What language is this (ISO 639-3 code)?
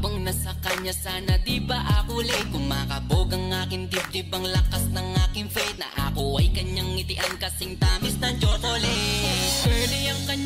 fil